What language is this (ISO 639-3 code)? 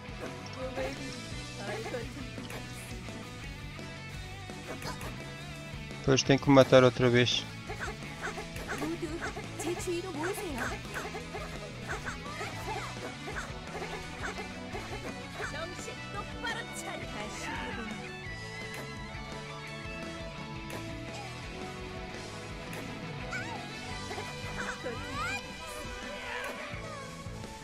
por